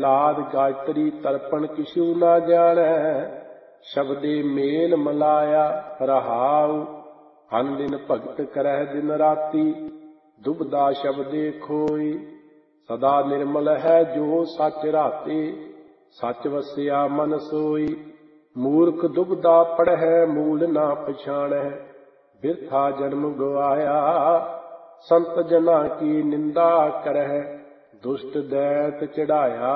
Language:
Punjabi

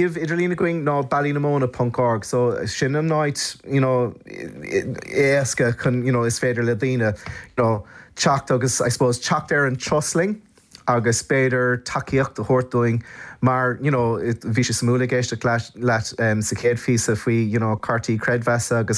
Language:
Irish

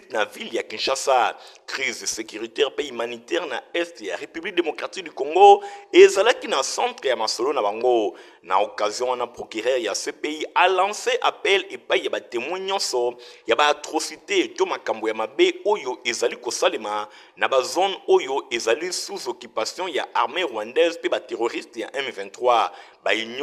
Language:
Lingala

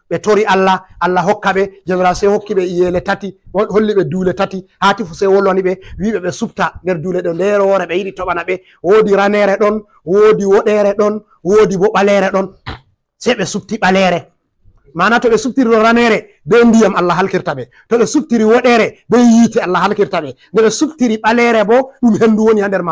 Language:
Fula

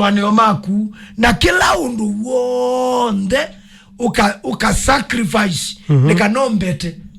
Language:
Kamba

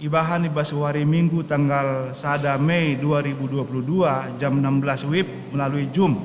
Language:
Batak Karo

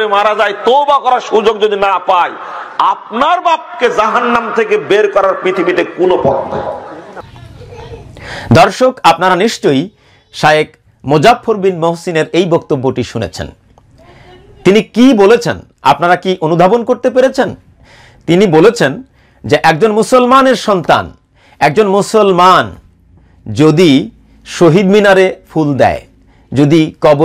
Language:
Bangla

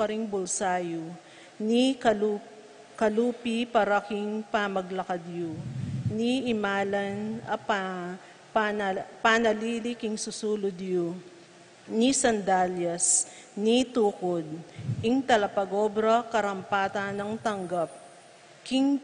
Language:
Pampanga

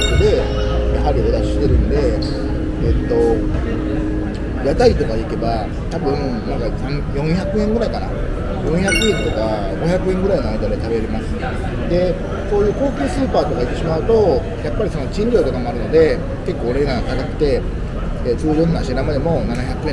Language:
Japanese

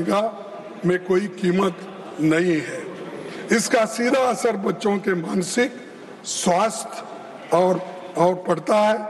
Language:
Hindi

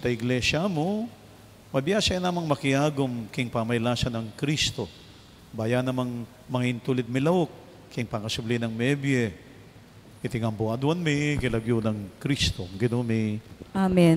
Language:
Pampanga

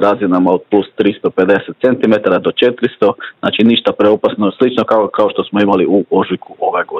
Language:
Croatian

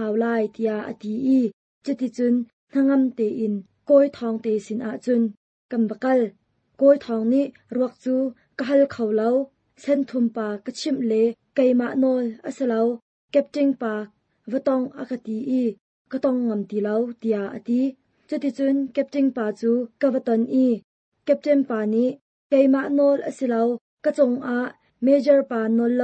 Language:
Hakha Chin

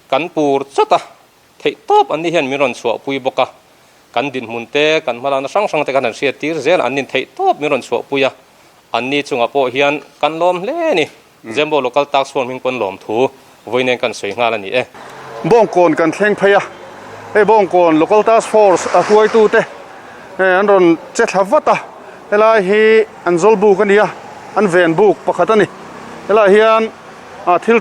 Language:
Mizo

